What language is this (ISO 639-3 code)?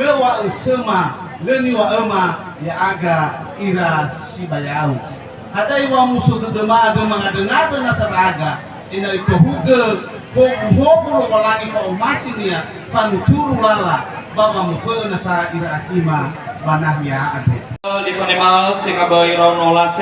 nia